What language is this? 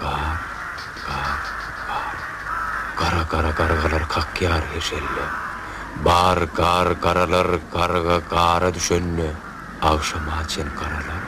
Turkmen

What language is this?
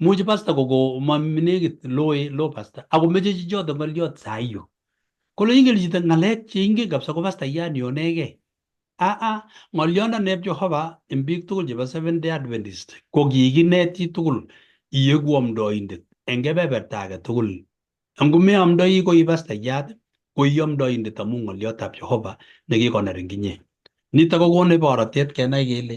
Kalenjin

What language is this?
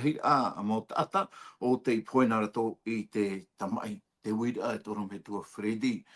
Tahitian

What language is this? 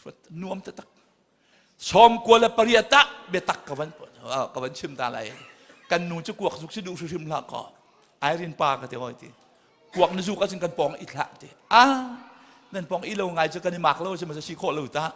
Hakha Chin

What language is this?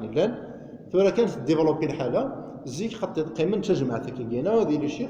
Kabyle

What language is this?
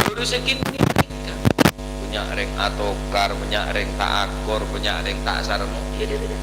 Madurese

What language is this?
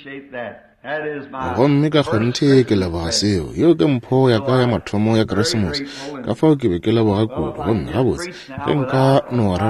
Northern Sotho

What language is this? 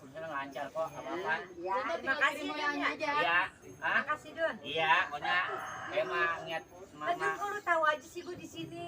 Betawi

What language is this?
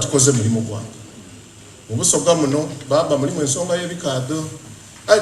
Soga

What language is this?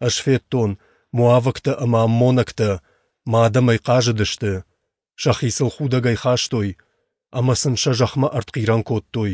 Ossetic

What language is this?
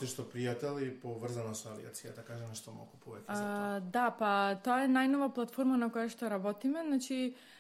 Macedonian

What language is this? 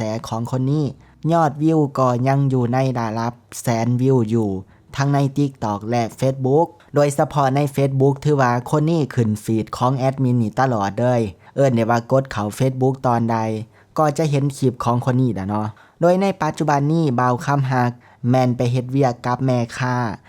Lao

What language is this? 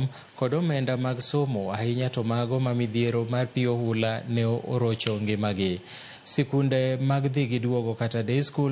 Luo (Kenya and Tanzania)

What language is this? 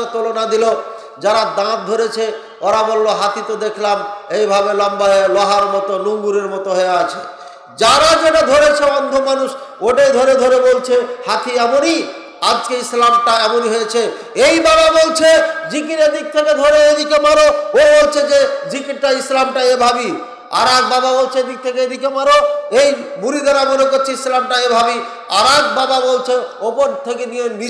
Bangla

